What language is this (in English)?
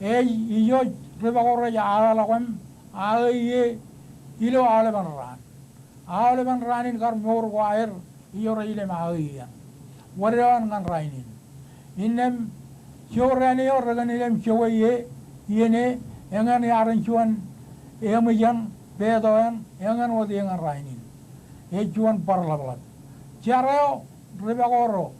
Marshallese